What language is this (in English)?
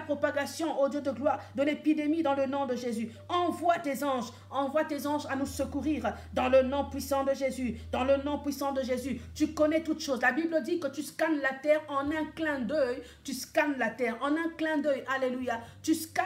French